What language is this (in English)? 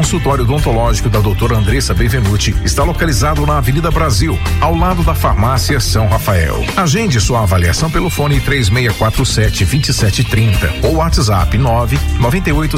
Portuguese